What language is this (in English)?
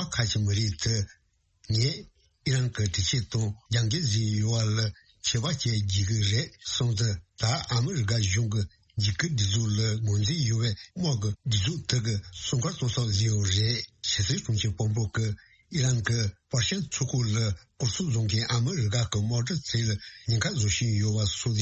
Tibetan